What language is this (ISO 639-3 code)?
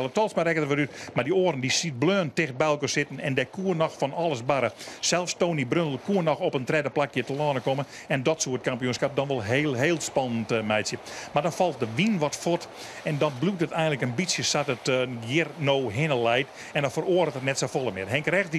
fry